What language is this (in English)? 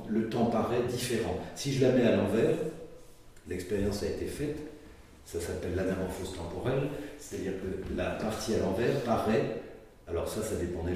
French